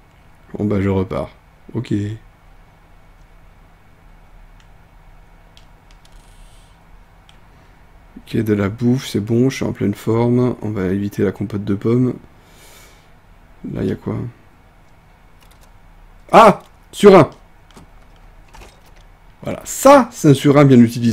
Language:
French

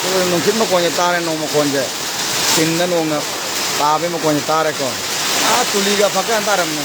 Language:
Manipuri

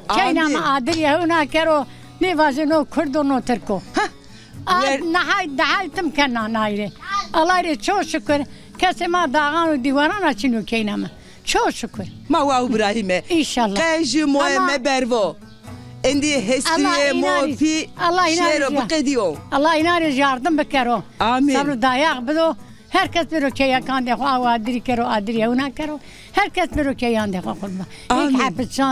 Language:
Zaza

